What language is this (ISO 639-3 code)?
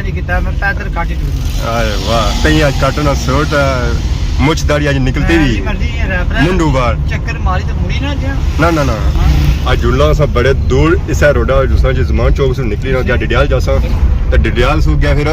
phr